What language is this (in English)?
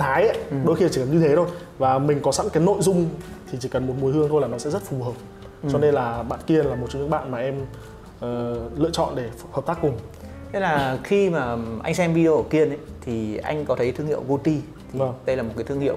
Vietnamese